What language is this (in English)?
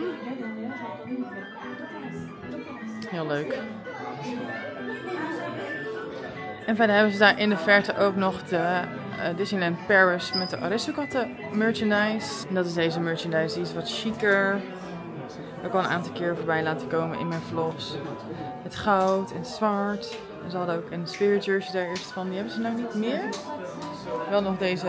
Dutch